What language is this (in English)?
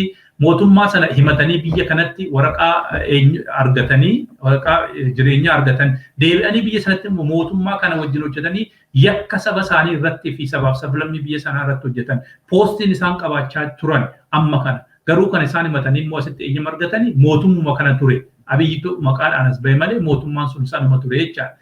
Oromo